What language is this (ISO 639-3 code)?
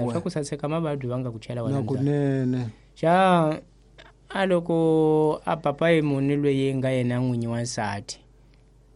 tso